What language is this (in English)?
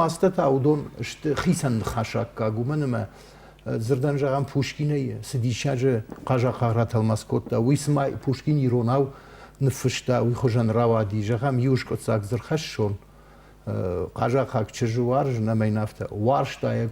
Ossetic